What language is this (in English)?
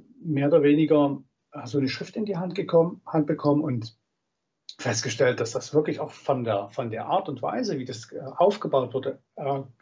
German